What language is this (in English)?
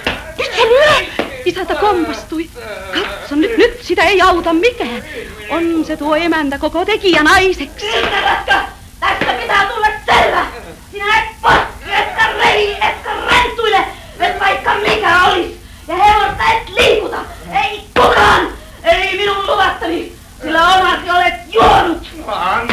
Finnish